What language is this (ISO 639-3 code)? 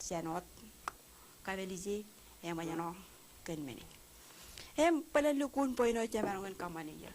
mah